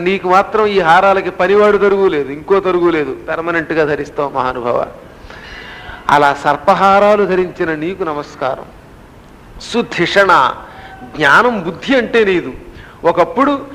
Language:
Telugu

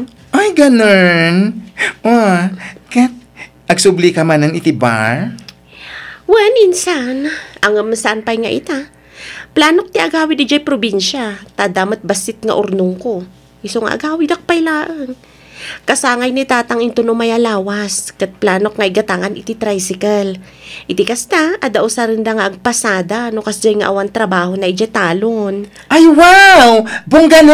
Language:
Iloko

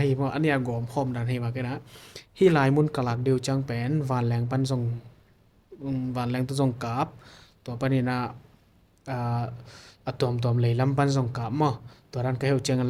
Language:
Tedim Chin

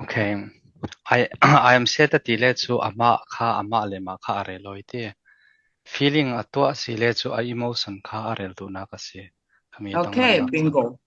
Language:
Falam Chin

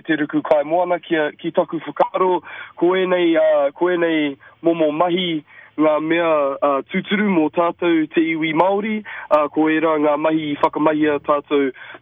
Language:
Māori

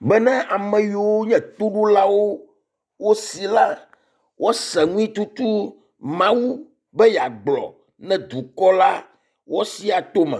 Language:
Ewe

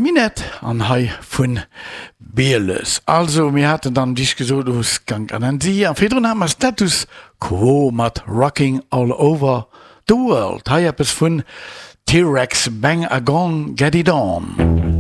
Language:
Luxembourgish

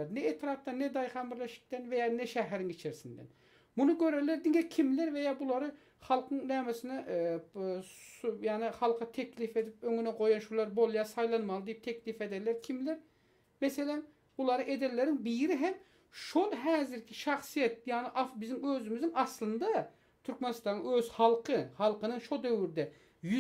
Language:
Turkmen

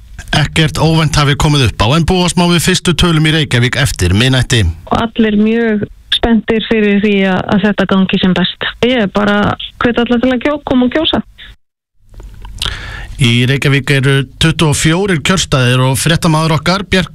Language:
Icelandic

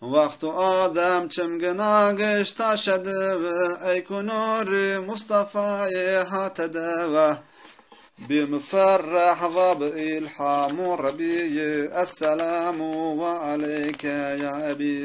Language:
Zaza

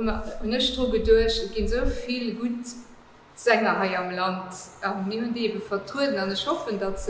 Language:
Luxembourgish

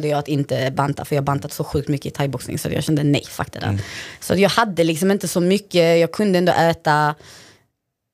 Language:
Swedish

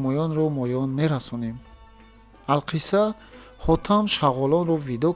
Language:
Tajik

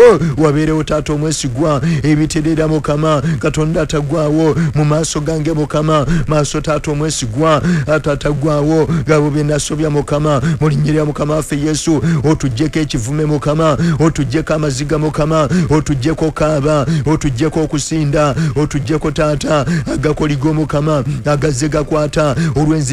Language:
Ganda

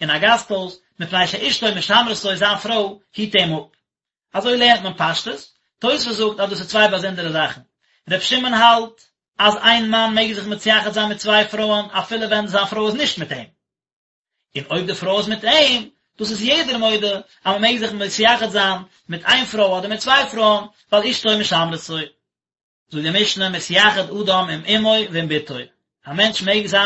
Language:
Yiddish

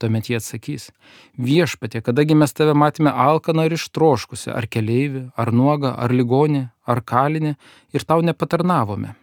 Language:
Lithuanian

